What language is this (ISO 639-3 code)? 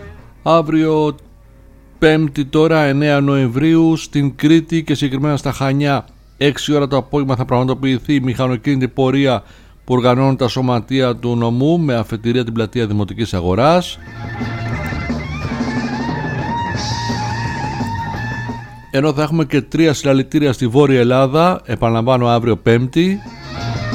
ell